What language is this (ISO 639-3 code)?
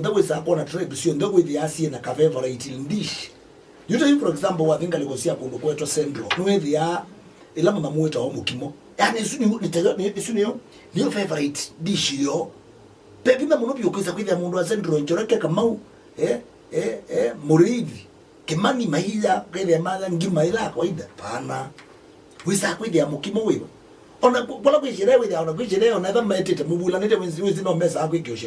kam